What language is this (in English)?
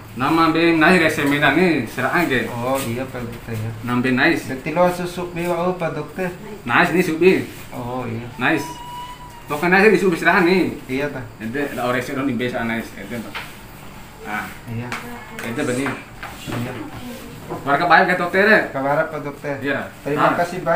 Bima